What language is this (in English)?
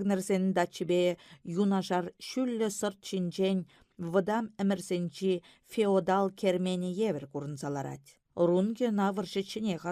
Chuvash